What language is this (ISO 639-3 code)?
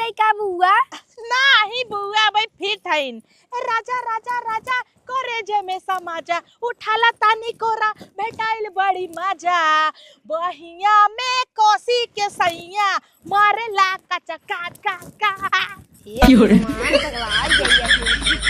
awa